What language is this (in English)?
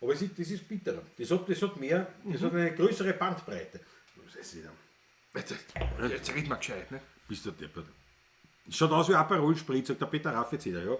Bavarian